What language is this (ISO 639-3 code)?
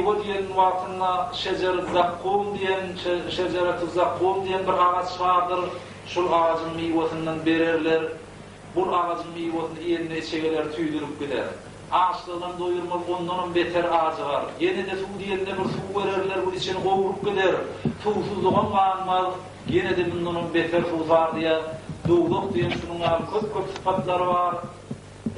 tuk